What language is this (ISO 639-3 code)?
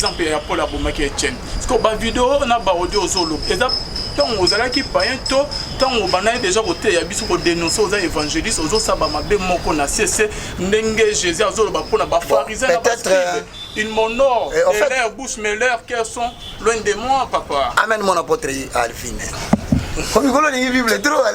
lin